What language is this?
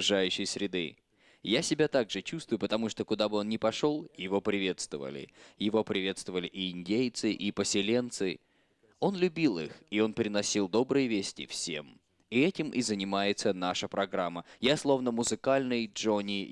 Russian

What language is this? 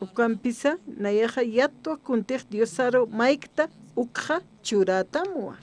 Aymara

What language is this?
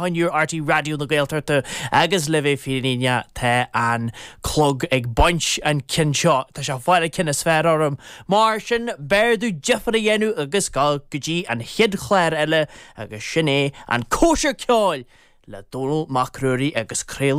Irish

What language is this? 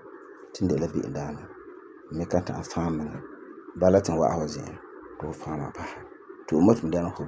Frafra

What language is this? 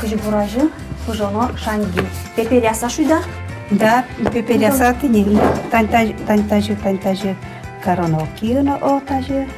Udmurt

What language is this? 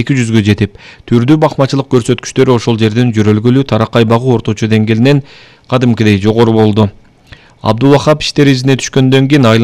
Kyrgyz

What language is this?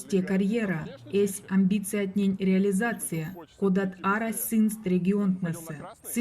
Erzya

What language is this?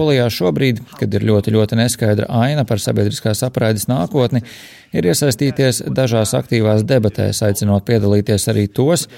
Latvian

